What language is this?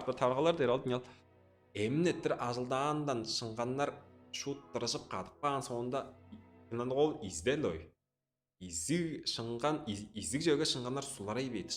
Tuvinian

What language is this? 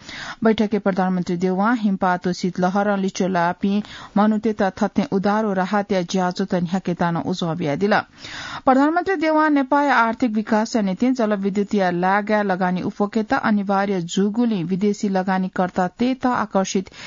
Newari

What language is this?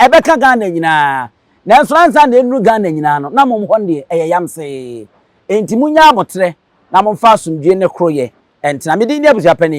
Akan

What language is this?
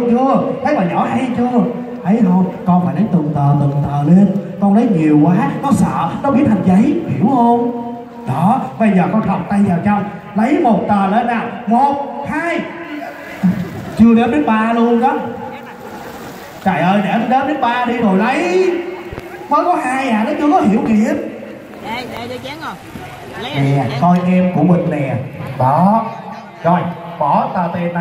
Vietnamese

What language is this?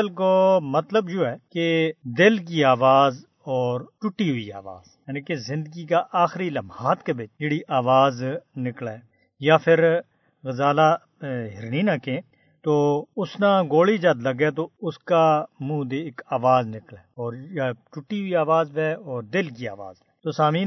Gujari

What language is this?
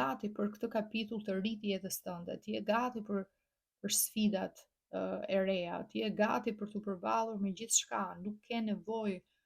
Albanian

